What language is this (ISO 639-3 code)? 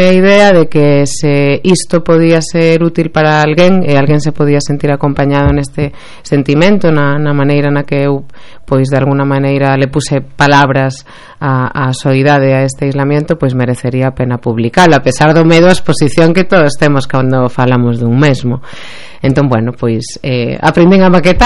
glg